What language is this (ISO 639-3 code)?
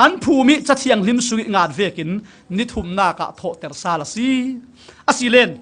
cfm